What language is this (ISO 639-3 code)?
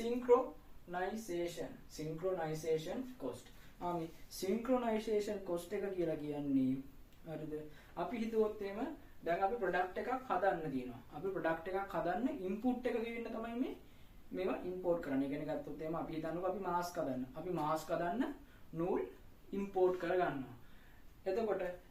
sin